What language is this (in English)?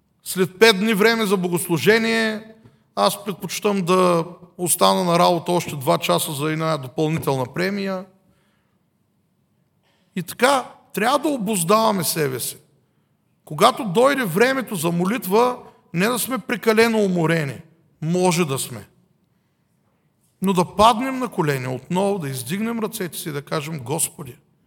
Bulgarian